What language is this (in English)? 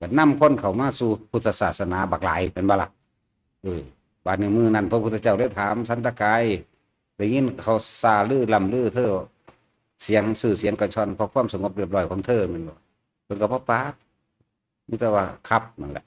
Northeastern Thai